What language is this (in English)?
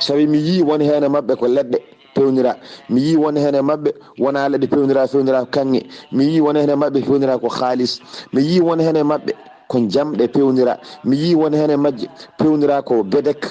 Fula